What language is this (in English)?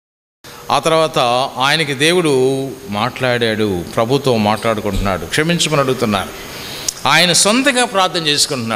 Telugu